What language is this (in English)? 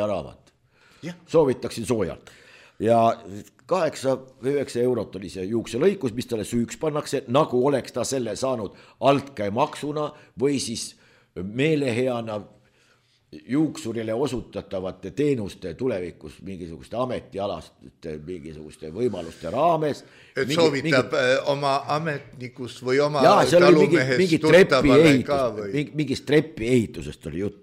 Estonian